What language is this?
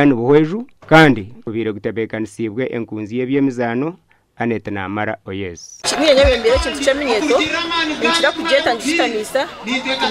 Nyankole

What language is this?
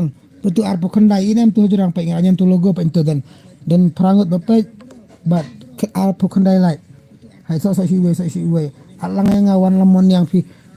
Khasi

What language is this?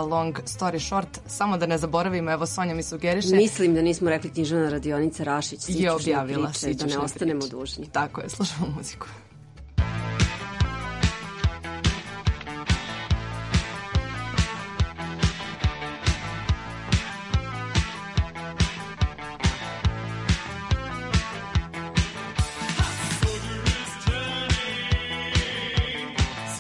Serbian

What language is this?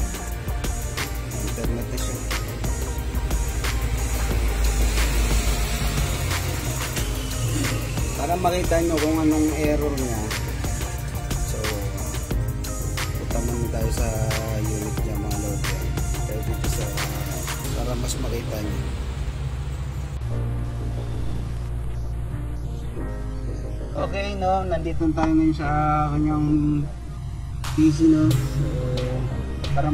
Filipino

